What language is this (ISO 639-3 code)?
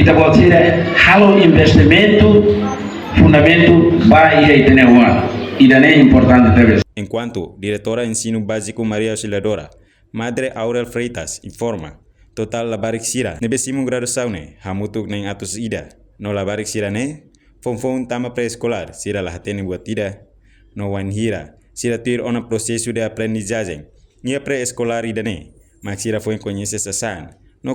tet